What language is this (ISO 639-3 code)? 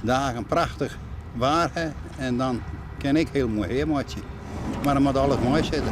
fry